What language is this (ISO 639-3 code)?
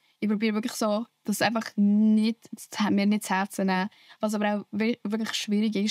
gsw